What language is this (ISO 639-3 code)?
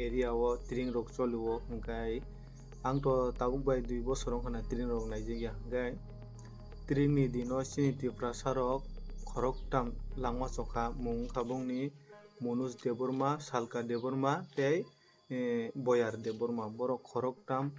trp